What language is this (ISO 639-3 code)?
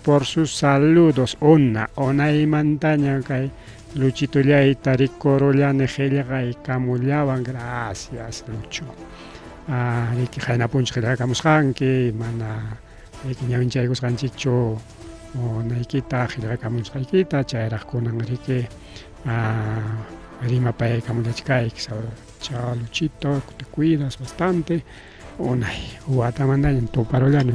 quy